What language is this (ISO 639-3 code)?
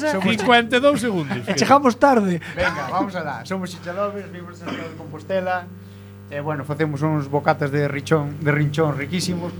glg